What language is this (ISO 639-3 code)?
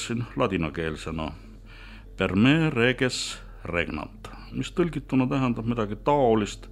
est